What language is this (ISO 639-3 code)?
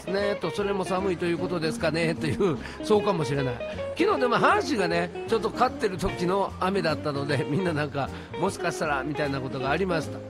jpn